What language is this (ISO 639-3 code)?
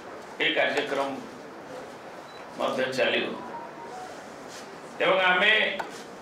ori